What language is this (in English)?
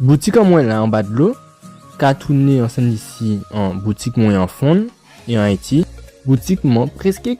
Guadeloupean Creole French